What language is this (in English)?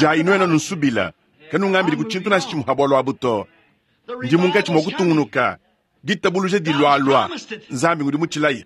Luba-Lulua